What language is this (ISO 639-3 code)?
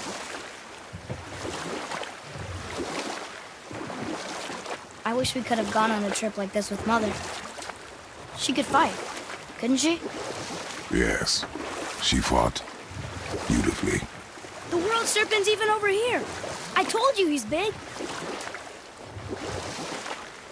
eng